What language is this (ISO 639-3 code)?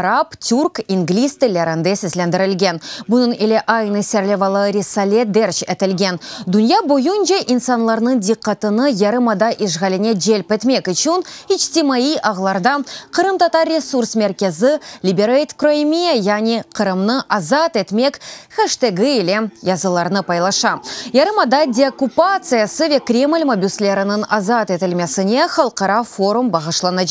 crh